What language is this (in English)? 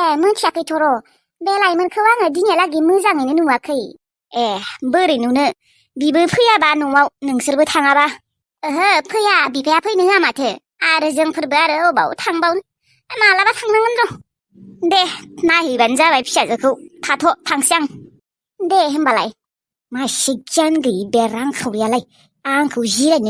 Bodo